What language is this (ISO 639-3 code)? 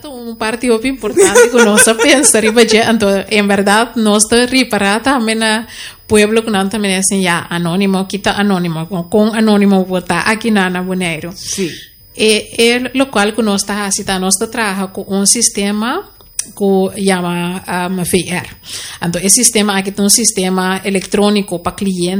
pap